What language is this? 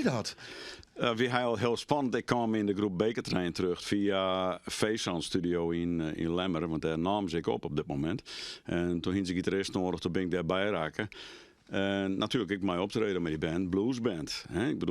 Western Frisian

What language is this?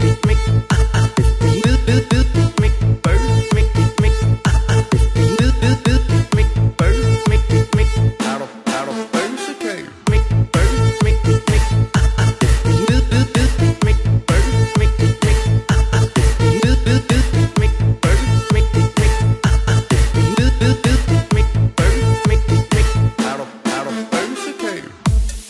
Danish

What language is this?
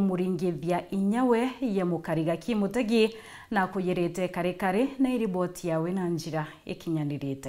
Meru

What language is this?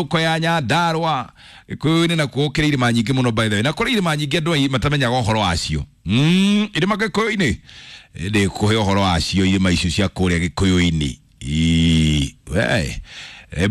Kikuyu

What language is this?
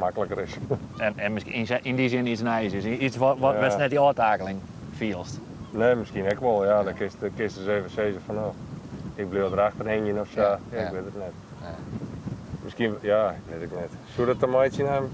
Western Frisian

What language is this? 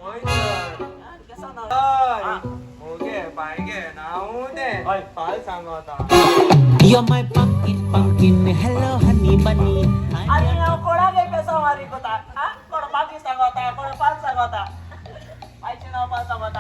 Konkani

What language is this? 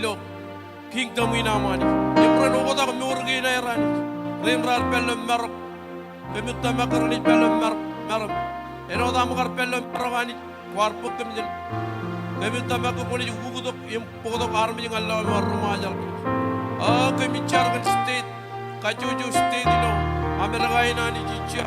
Marshallese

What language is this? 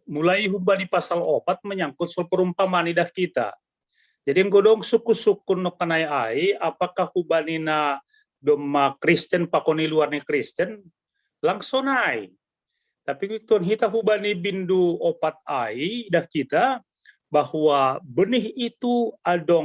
Batak Simalungun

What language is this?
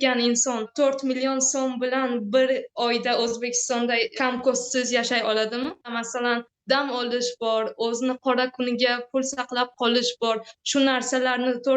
Uzbek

